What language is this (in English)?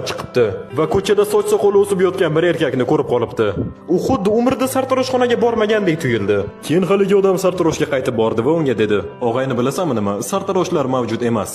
Uzbek